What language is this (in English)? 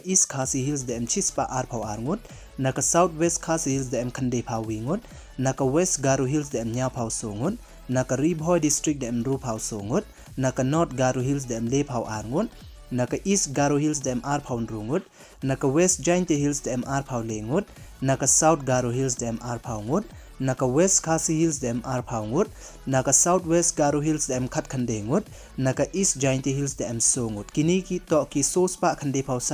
Pnar